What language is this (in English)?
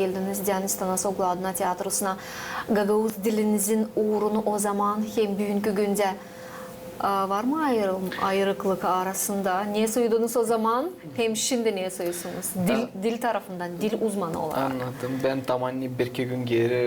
Gagauz